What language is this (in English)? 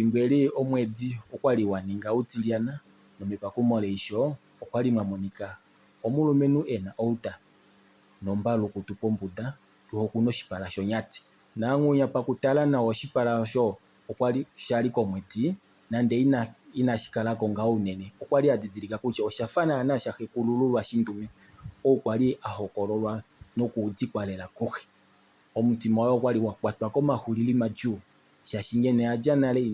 Kuanyama